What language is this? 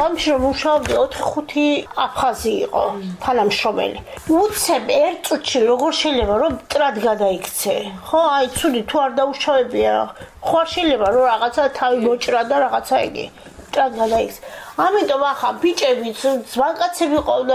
Georgian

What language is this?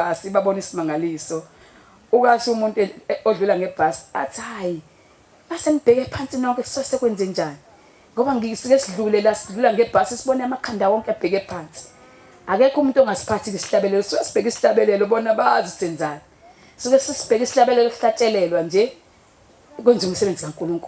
Zulu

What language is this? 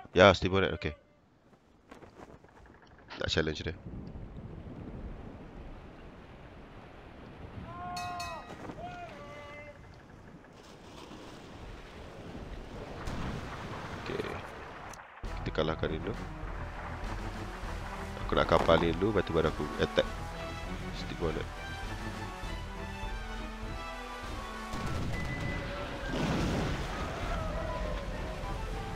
Malay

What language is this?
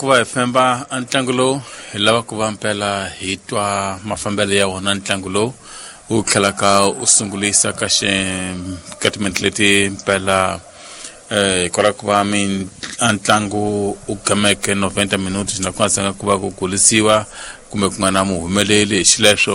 Tsonga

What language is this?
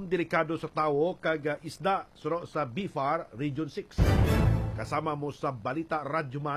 Hiligaynon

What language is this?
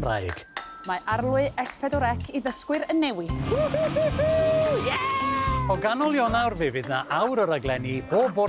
Welsh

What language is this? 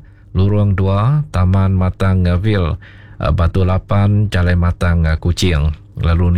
Iban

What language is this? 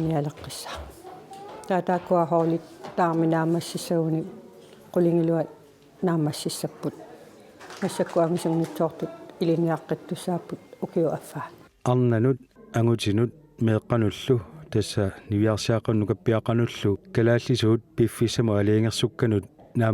Kalaallisut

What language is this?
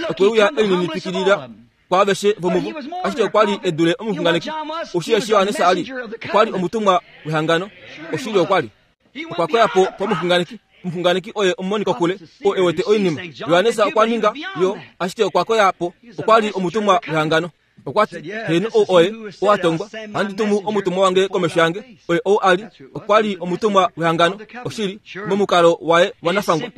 Kuanyama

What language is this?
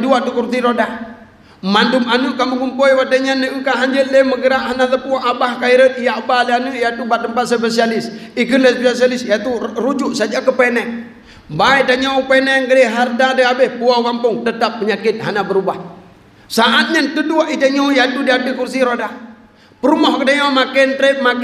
Achinese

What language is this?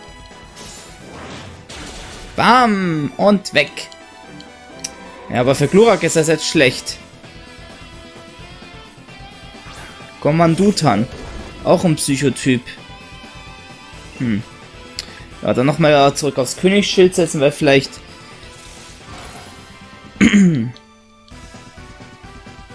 German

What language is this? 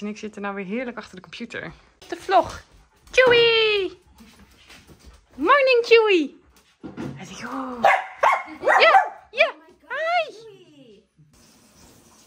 Dutch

